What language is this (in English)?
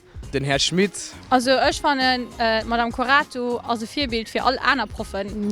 Luxembourgish